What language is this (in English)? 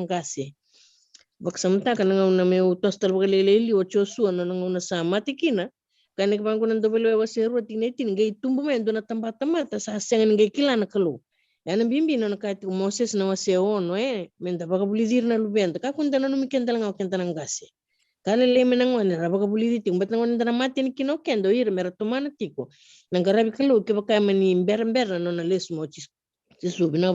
Fijian